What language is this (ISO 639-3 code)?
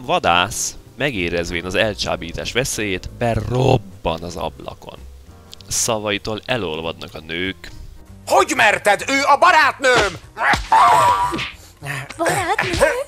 hun